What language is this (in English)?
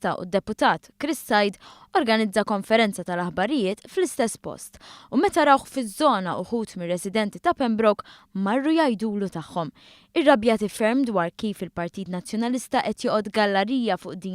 Maltese